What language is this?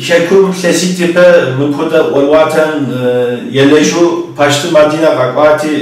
Kabardian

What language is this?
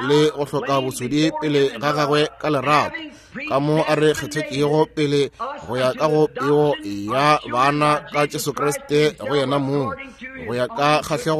Northern Sotho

